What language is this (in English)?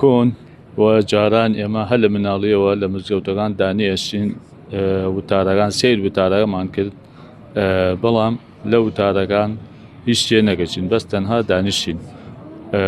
Central Kurdish